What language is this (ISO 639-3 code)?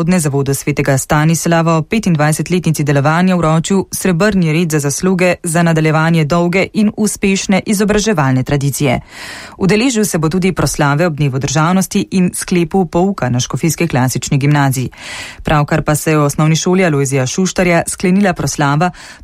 slv